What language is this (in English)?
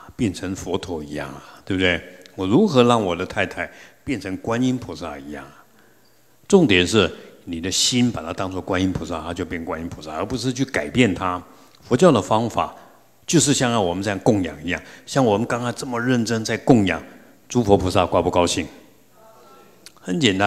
Chinese